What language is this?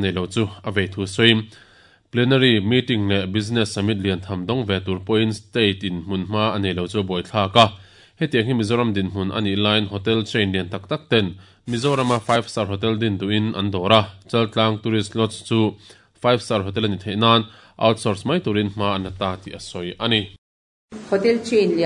Mizo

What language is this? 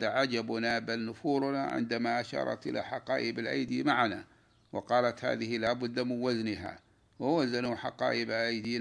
Arabic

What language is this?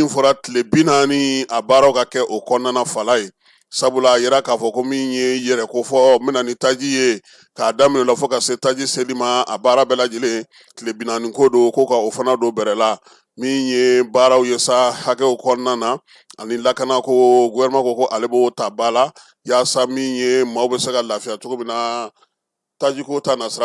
Bambara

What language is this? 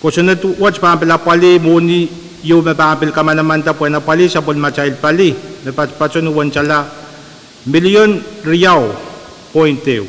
Pohnpeian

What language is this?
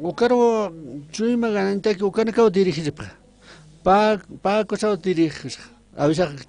Aymara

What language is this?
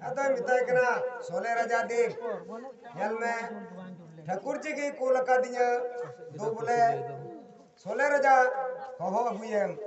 Santali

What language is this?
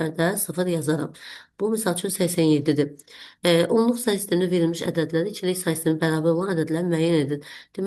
Azerbaijani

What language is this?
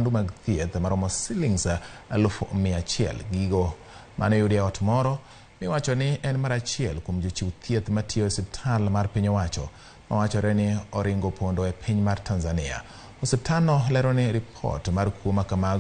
Luo (Kenya and Tanzania)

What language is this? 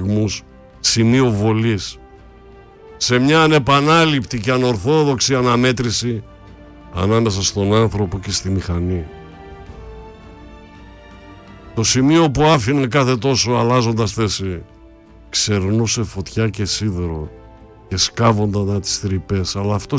Greek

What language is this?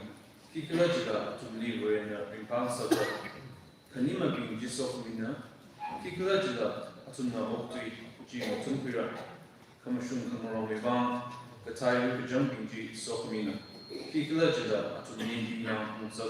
Tangkhul Naga (India)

